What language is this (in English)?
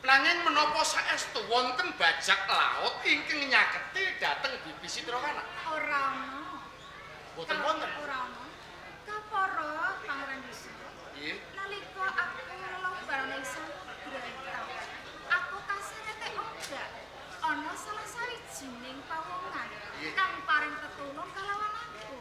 Javanese